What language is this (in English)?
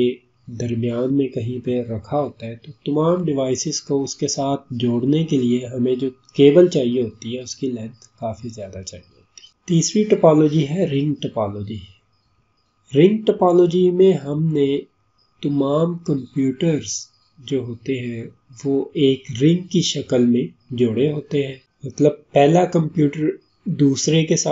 Urdu